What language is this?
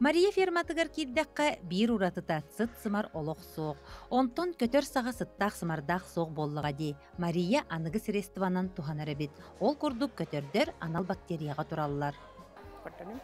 Yakut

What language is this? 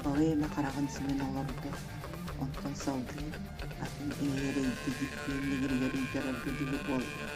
Yakut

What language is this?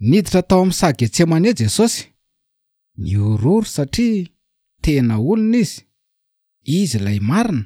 Malagasy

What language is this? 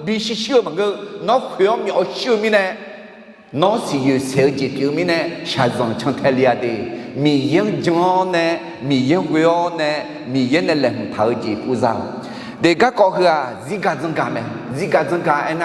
Akha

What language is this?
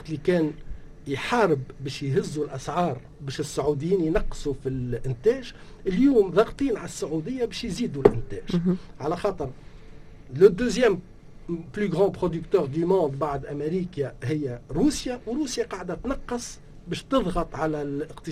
Tunisian Arabic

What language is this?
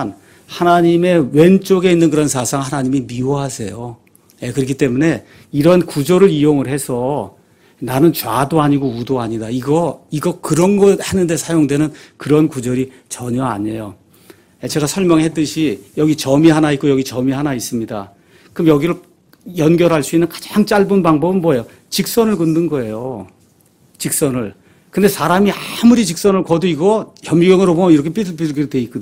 Korean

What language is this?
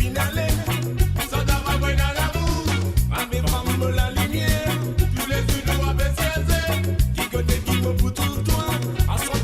Morisyen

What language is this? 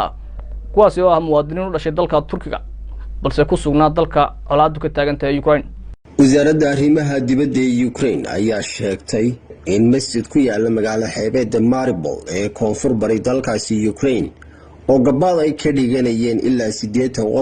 Somali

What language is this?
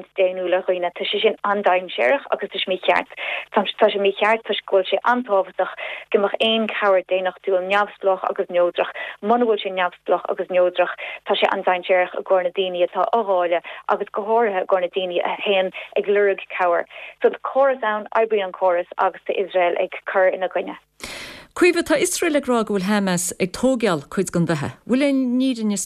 Irish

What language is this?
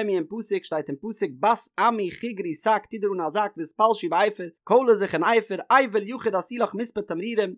Yiddish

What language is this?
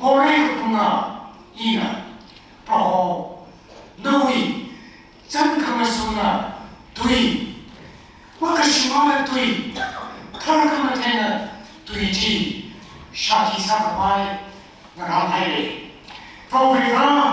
Tangkhul Naga (India)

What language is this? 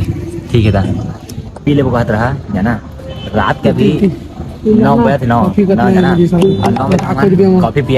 Chhattisgarhi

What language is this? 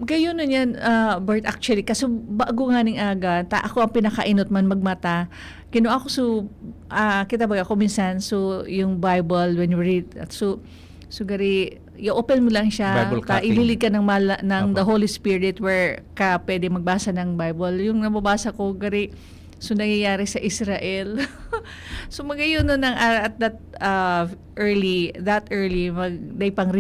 Bikol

